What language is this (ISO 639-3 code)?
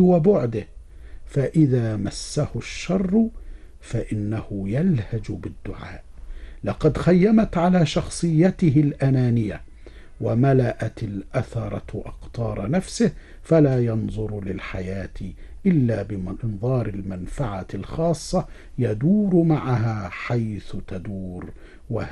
ara